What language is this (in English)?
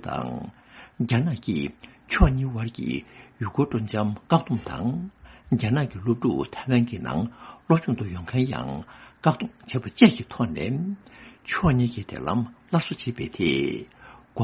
Tibetan